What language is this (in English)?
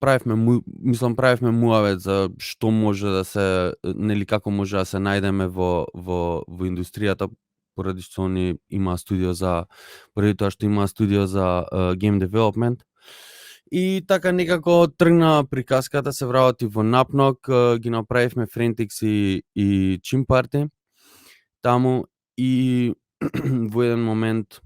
Macedonian